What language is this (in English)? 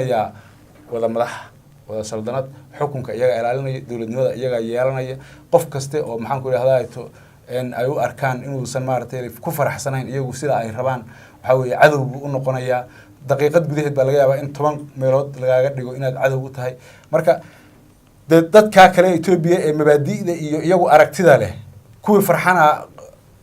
Somali